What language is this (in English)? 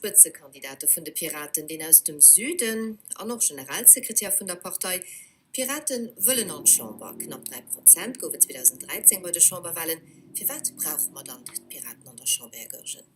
Luxembourgish